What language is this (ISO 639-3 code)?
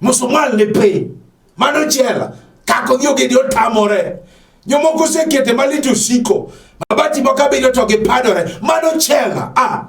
luo